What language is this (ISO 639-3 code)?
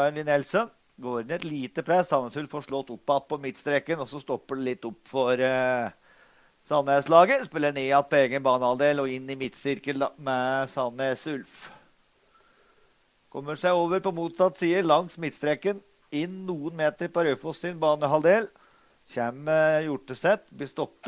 nor